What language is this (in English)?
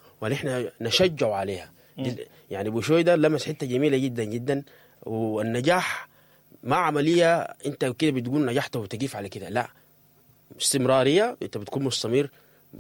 Sudanese Arabic